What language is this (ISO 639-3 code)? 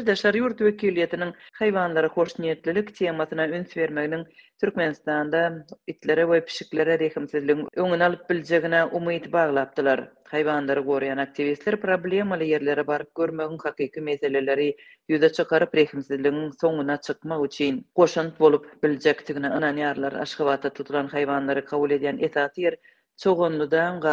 tuk